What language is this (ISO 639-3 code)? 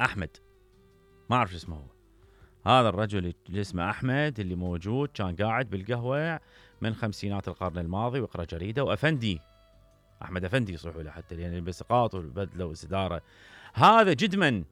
acm